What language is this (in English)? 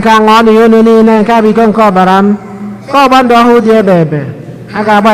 Igbo